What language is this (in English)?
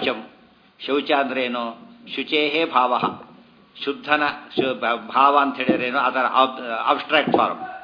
Kannada